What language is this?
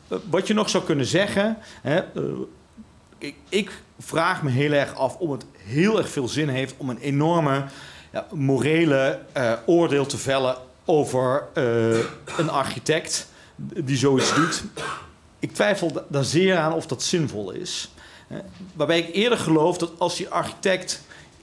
Dutch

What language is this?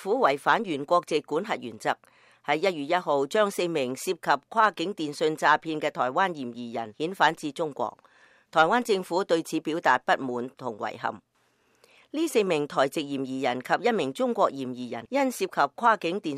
Cantonese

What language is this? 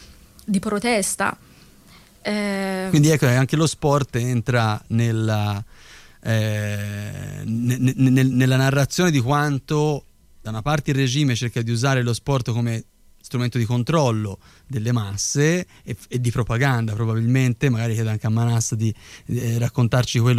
Italian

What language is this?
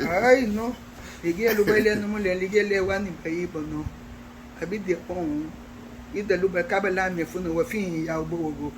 Garifuna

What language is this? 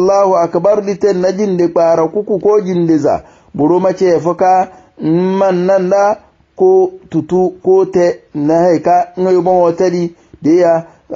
Hausa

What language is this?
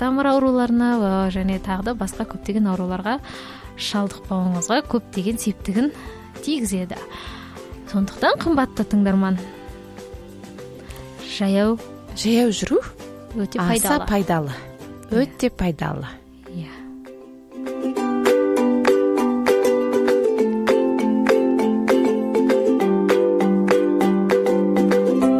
Kazakh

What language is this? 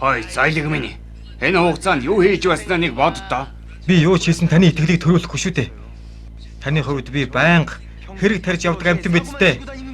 Mongolian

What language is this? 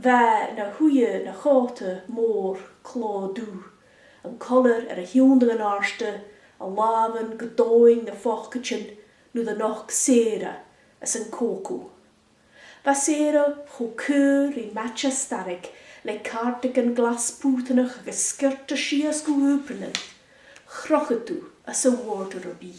Scottish Gaelic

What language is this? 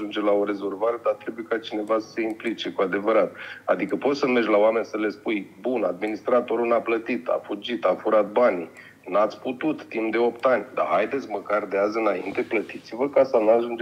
Romanian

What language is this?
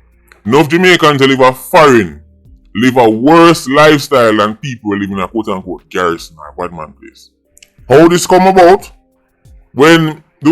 Jamaican Creole English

